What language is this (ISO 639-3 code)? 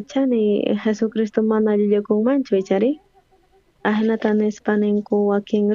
quh